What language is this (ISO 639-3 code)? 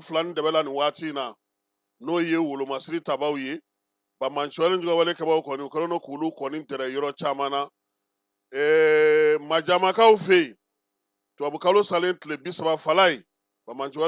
bam